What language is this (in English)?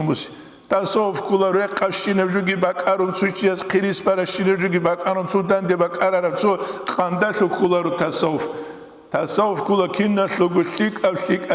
Avaric